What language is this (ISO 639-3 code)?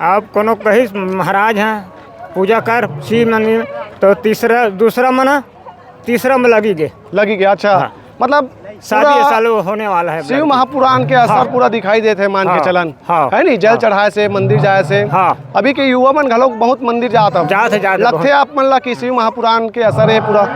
hne